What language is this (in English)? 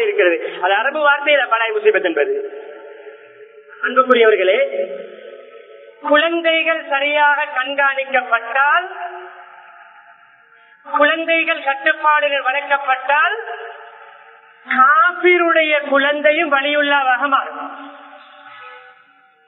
Tamil